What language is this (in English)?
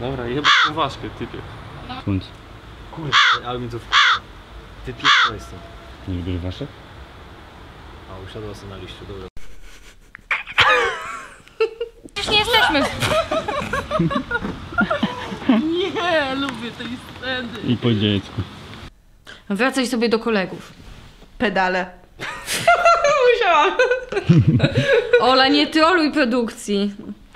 Polish